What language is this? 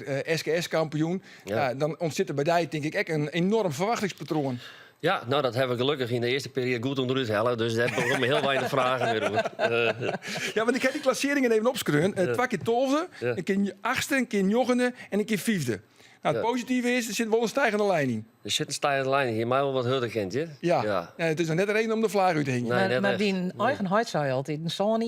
Western Frisian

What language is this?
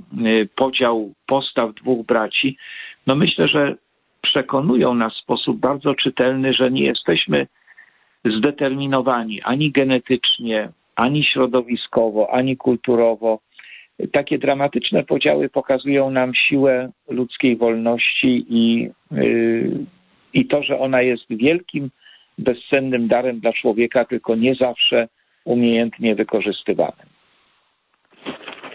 Polish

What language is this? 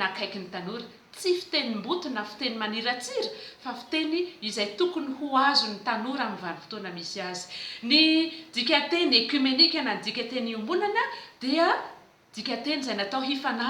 Malagasy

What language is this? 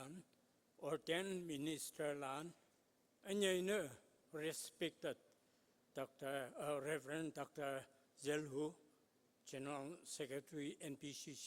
Konyak Naga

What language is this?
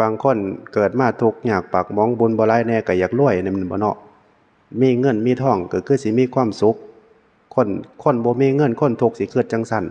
Northeastern Thai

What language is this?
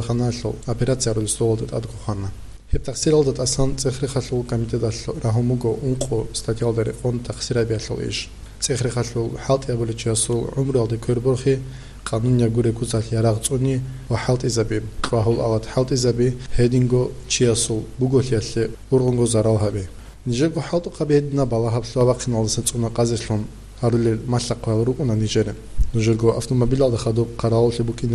Avaric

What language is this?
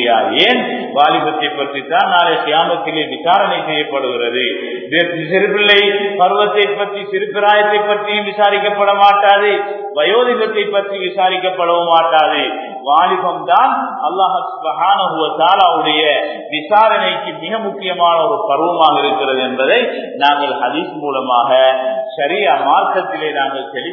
Tamil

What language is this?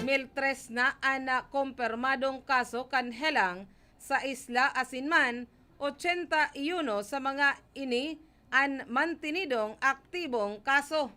Bikol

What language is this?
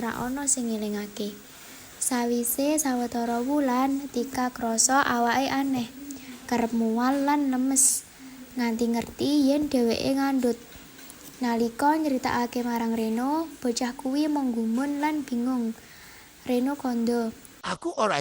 Javanese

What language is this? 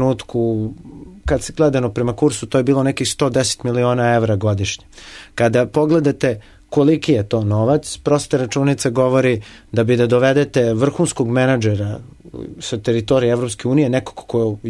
Serbian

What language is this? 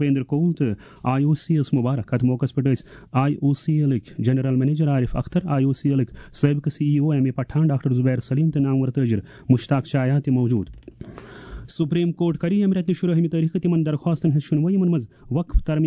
Kashmiri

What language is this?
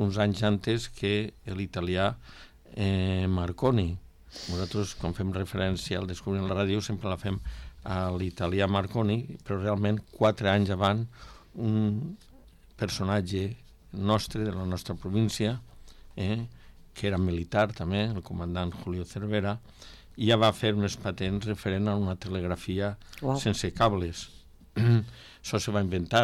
Catalan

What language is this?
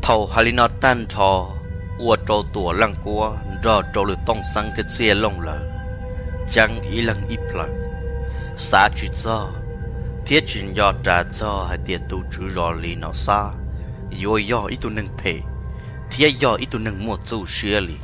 Hmong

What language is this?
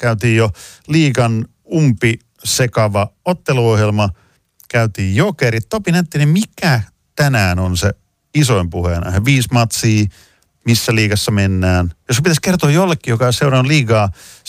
Finnish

